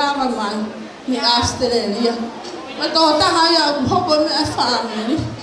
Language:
Tongan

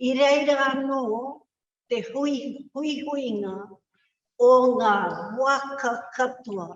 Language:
Māori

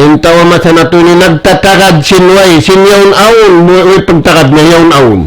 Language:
Tausug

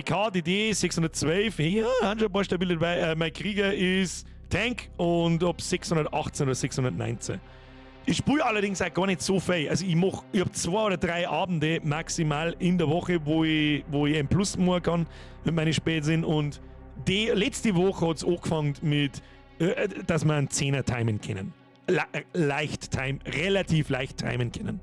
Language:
Bavarian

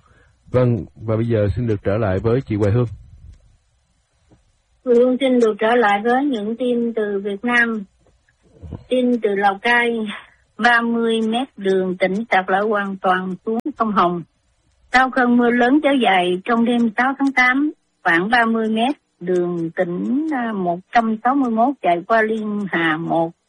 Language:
Vietnamese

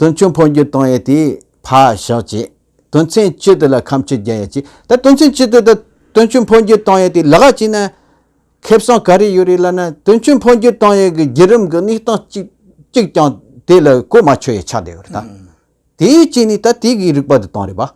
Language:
Tibetan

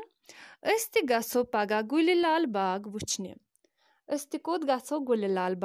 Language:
Kashmiri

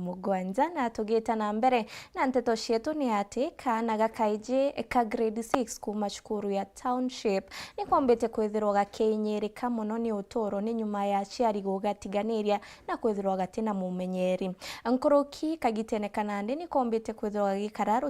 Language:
Meru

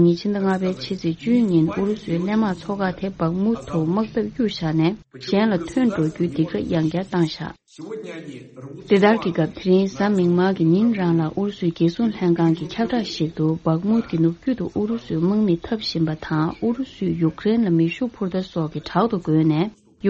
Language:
Tibetan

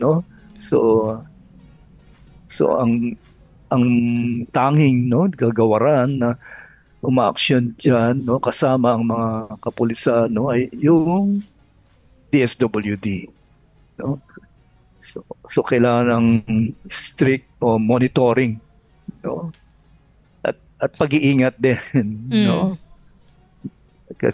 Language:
Filipino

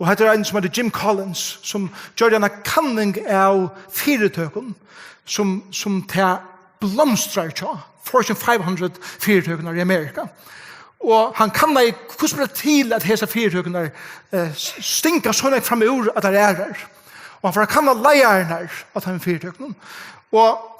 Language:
Faroese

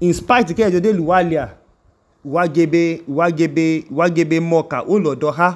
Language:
Idoma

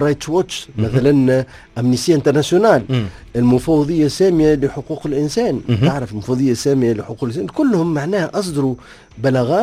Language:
Tunisian Arabic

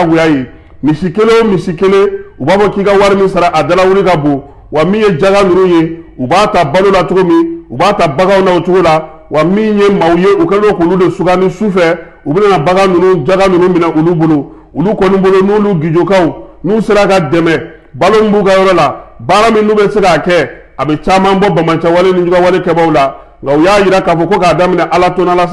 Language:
Bambara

